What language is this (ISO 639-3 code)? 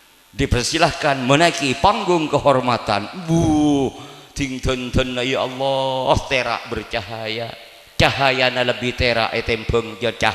mad